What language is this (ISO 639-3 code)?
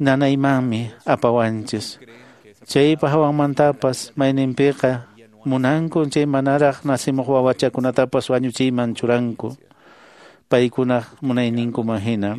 que